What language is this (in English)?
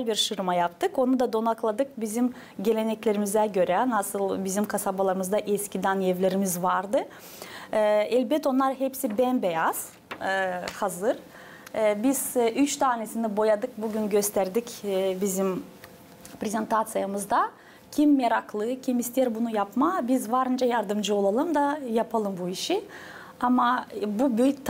Gagauz